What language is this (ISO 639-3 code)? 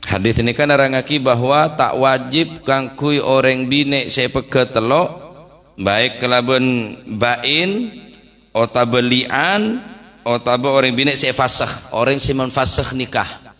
mad